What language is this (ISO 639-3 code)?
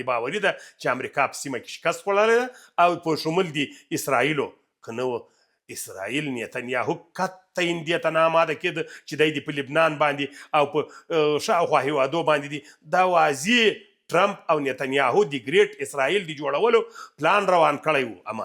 pus